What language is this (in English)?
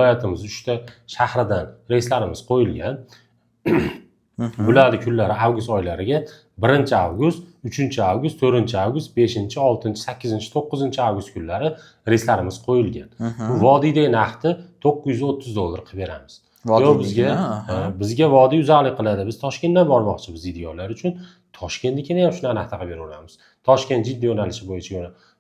Uzbek